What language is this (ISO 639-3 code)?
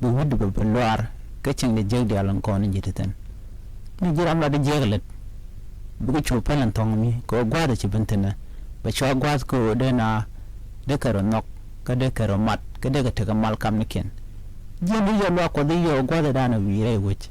nus